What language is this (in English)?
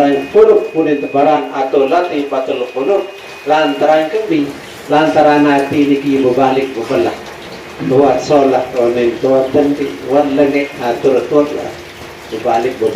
Sasak